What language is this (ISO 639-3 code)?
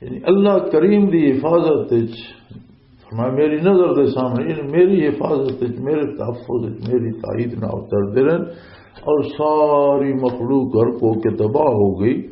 lah